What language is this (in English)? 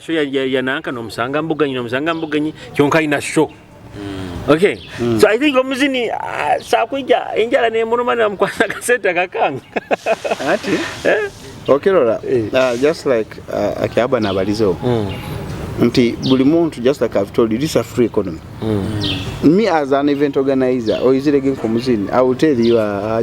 Nyoro